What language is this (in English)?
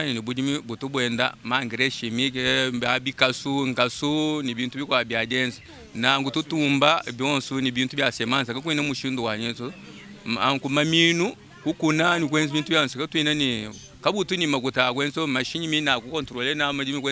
Luba-Lulua